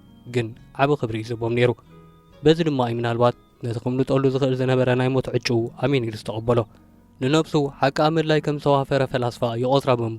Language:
Tigrinya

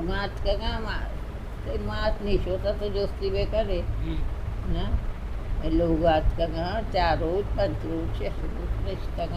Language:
Baluchi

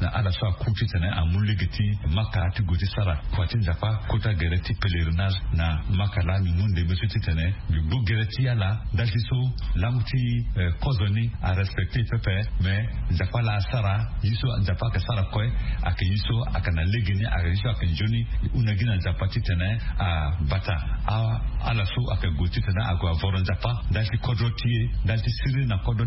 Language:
Sango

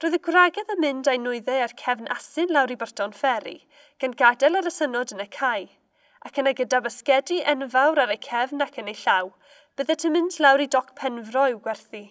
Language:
Welsh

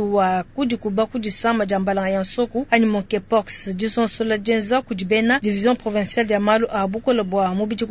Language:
Luba-Lulua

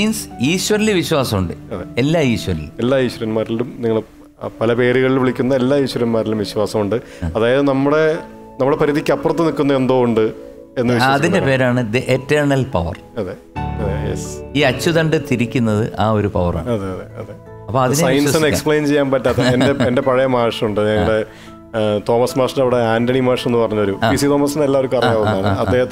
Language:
Malayalam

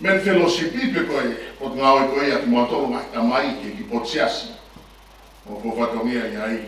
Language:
Tongan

